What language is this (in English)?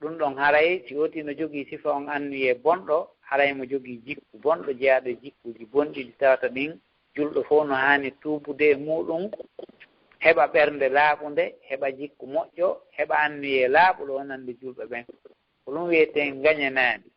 Fula